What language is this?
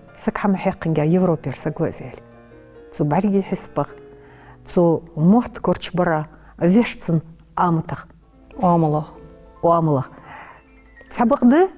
Ingush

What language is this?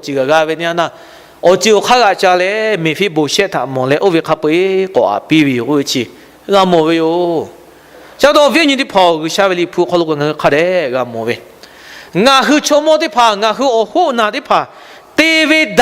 Lahu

